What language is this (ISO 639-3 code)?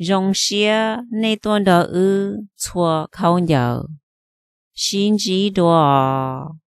hmn